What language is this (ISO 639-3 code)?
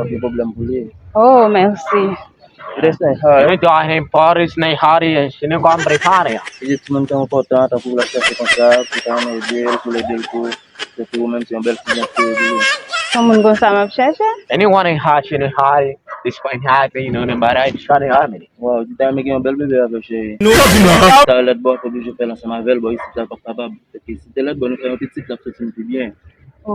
hat